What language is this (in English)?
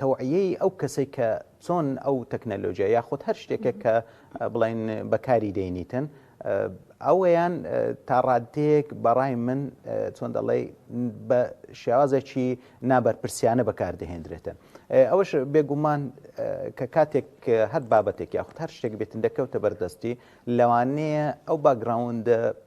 Central Kurdish